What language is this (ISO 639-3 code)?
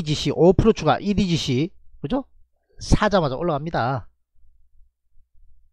kor